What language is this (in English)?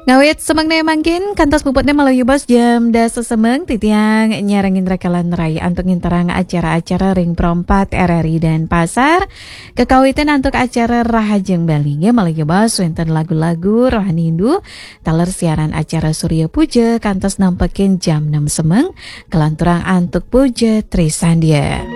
Balinese